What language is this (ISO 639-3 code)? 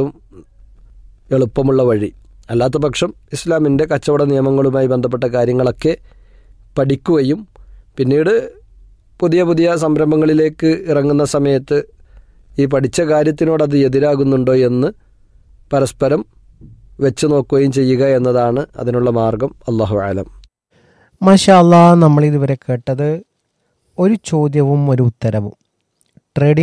mal